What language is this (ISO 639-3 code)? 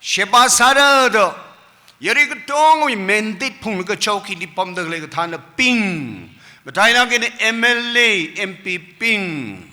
nmf